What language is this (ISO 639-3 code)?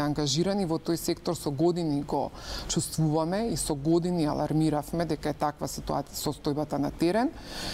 mkd